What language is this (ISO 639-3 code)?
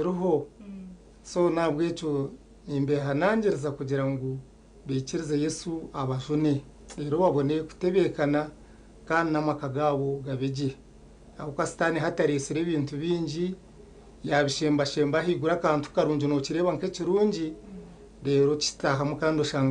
nyn